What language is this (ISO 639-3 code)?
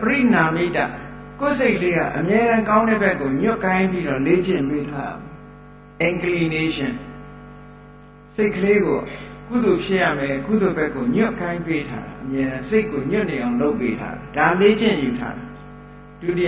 mya